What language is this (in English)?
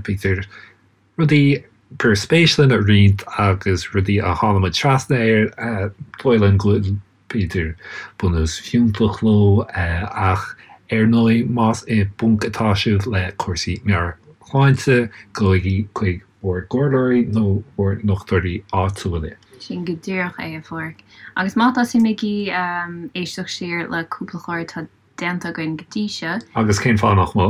Irish